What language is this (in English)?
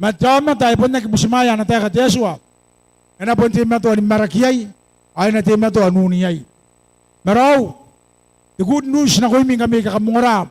Gilbertese